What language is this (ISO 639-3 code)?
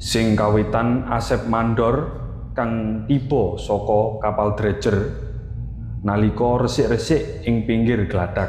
jav